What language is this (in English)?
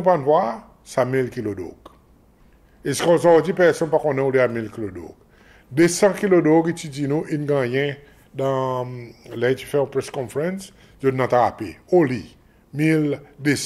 Seselwa Creole French